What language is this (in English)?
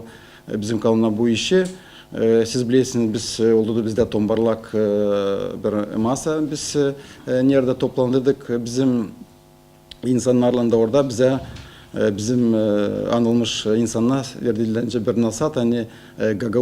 Gagauz